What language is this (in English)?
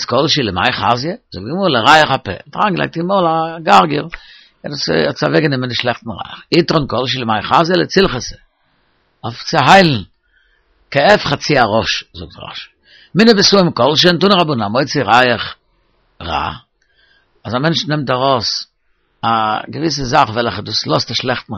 Yiddish